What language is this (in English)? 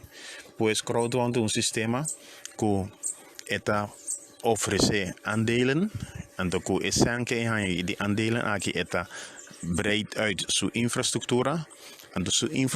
Papiamento